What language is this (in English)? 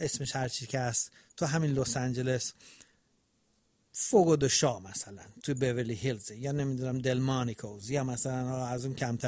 Persian